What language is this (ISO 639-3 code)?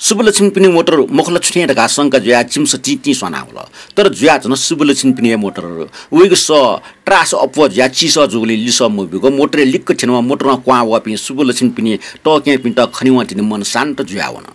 new